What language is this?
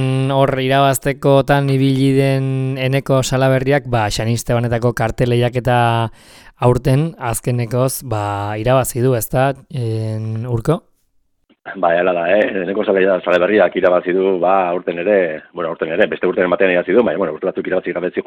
Basque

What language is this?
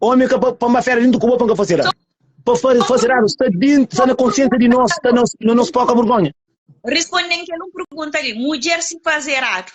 Kabuverdianu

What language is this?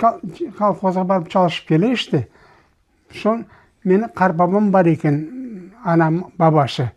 Crimean Tatar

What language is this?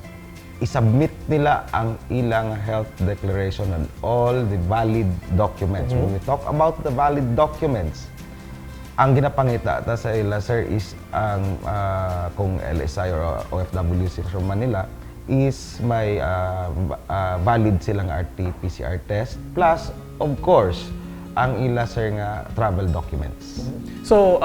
Hiligaynon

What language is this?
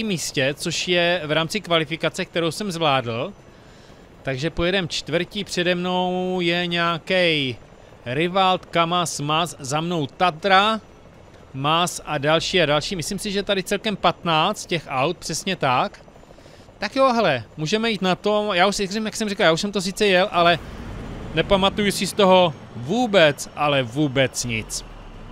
Czech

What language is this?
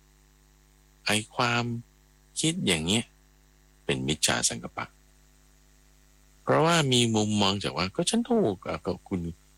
Thai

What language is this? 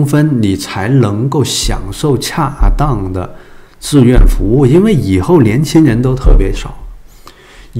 Chinese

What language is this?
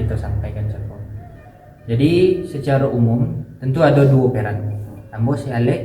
Minangkabau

